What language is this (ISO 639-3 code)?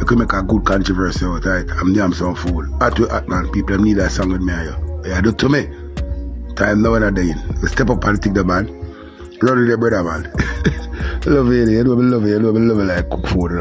jam